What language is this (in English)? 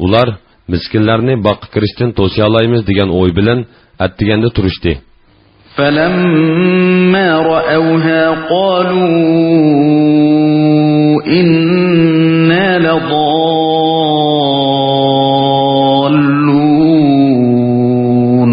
Uyghur